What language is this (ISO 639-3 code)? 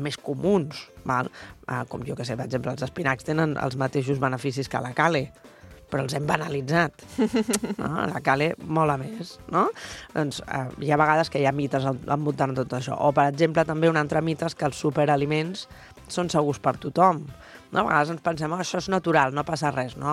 cat